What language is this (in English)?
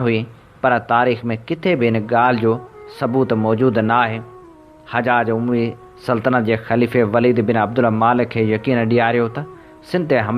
Sindhi